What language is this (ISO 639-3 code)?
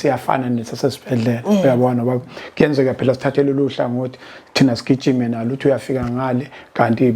zul